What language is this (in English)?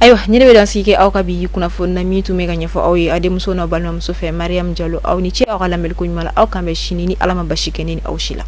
Bambara